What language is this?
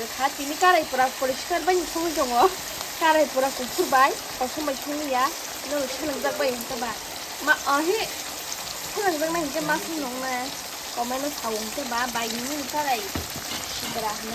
Kok Borok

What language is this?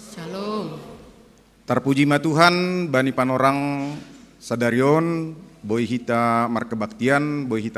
Batak Simalungun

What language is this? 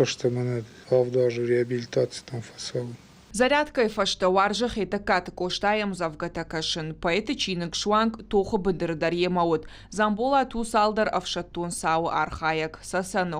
Ossetic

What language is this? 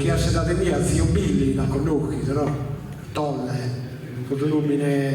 Sardinian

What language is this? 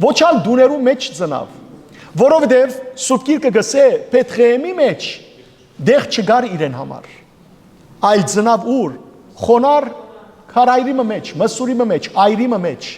Western Armenian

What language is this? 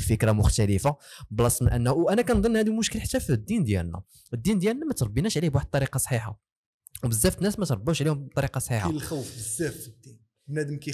Moroccan Arabic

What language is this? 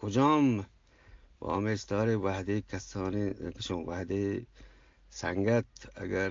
Eastern Balochi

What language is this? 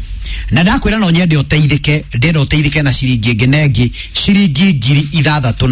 Kikuyu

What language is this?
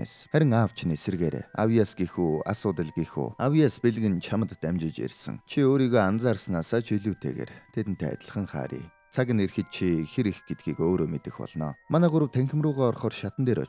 Mongolian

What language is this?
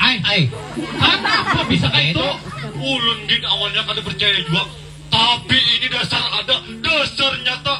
Banjar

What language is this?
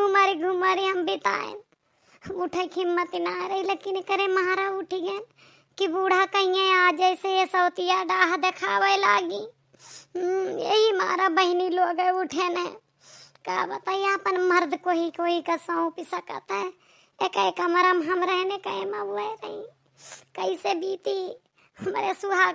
Awadhi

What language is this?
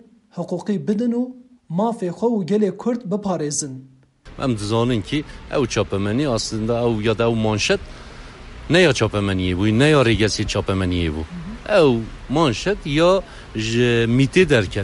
Kurdish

